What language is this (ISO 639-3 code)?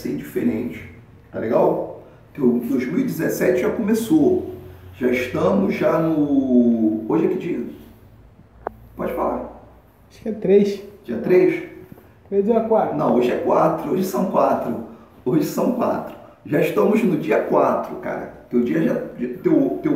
por